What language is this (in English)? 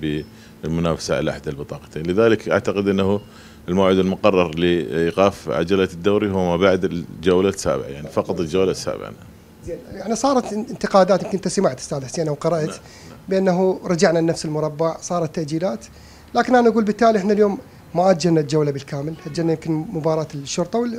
Mesopotamian Arabic